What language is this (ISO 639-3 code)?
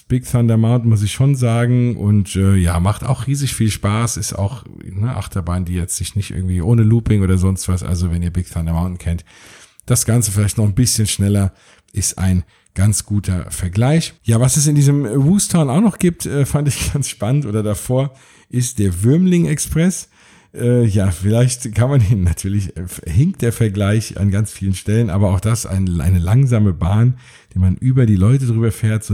deu